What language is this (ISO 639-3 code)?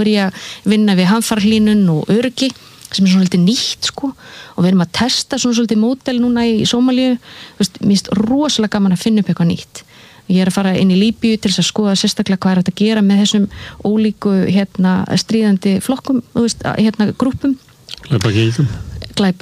isl